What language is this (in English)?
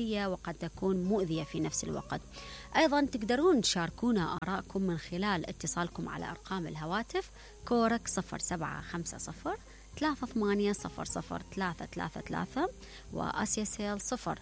Mesopotamian Arabic